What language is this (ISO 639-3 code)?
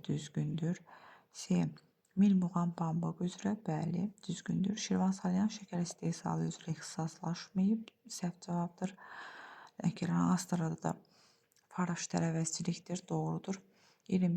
aze